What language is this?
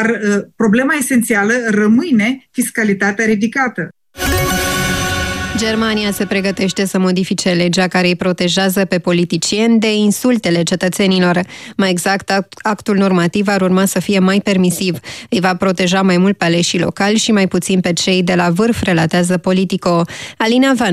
Romanian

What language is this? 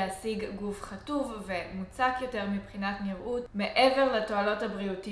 Hebrew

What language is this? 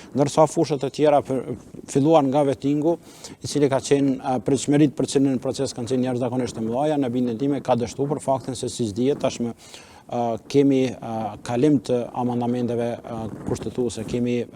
Albanian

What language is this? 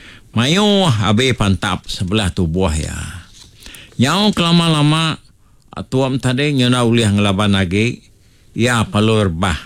Iban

